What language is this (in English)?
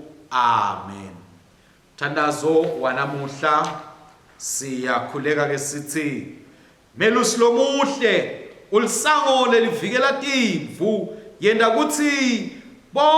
Swati